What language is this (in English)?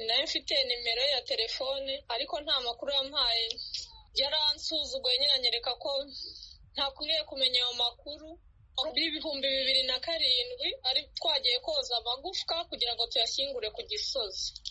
Kinyarwanda